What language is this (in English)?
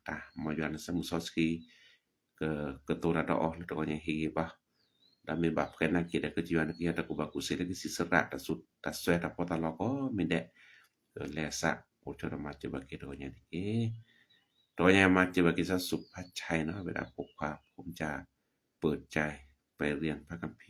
S'gaw Karen